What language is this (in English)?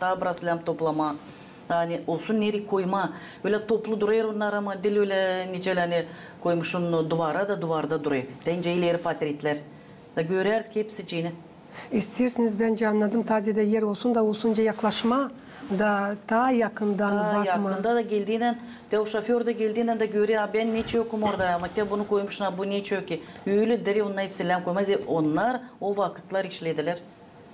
Gagauz